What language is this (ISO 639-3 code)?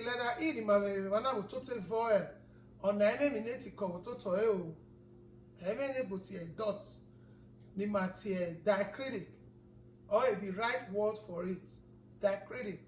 bin